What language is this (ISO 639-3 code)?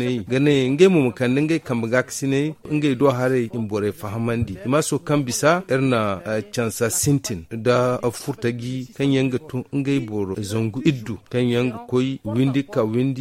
dje